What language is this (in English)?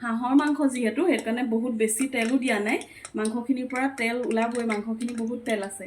Assamese